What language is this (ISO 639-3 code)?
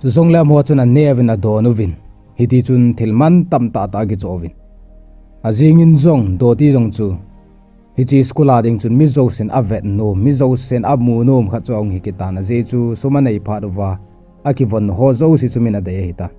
tcz